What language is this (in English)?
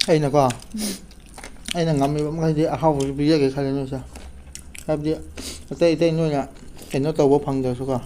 Manipuri